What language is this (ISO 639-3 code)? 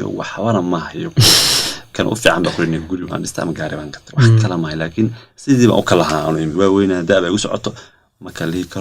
som